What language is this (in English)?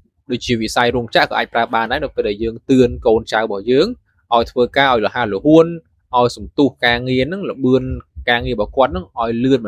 Khmer